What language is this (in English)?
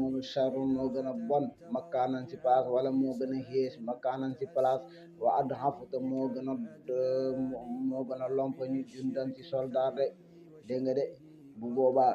Wolof